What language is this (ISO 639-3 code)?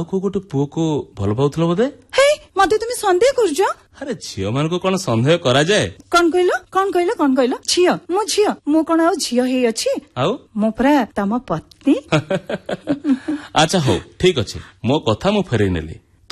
ori